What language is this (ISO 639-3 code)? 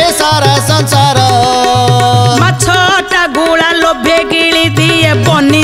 ori